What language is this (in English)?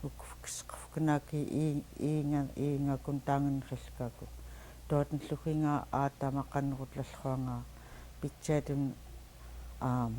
Central Yupik